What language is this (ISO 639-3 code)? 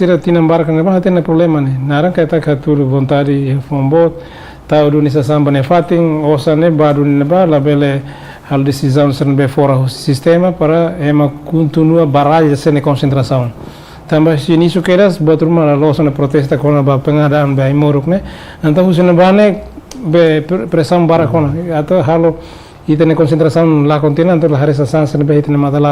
tet